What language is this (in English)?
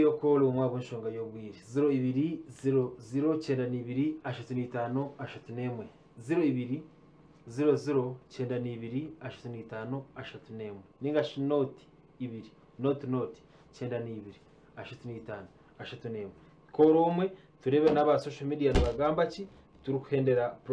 Nyankole